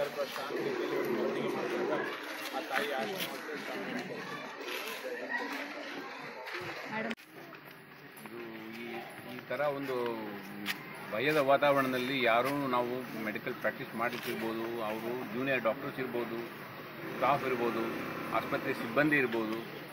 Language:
Kannada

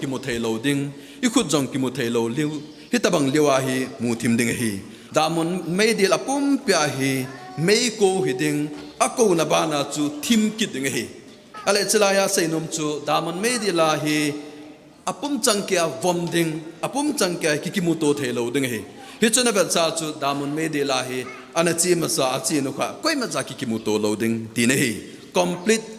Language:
Thado Chin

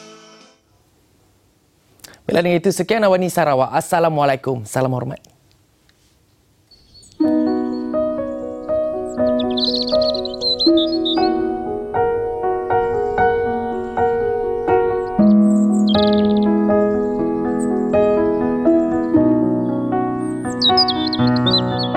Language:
Malay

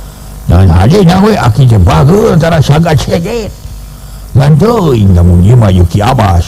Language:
Sundanese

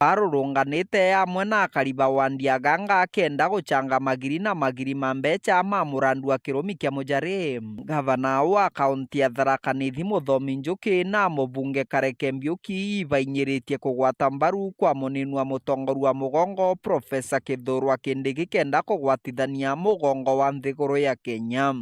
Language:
Meru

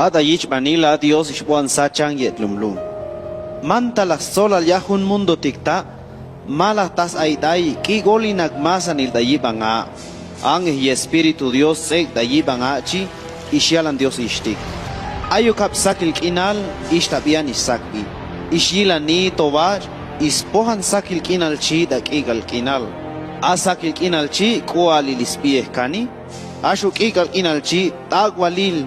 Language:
Chuj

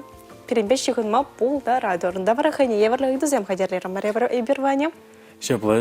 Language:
Chuvash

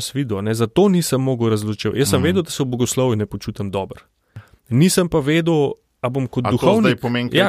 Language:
Slovenian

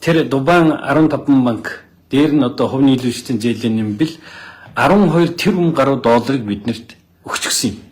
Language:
Mongolian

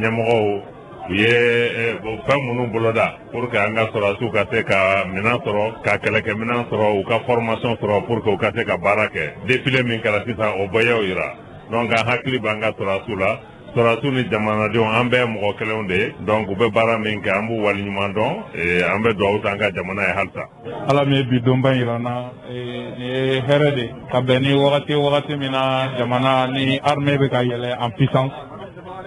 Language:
Bambara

